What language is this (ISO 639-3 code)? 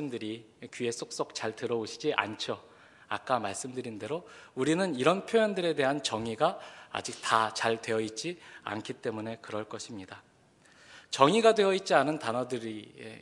kor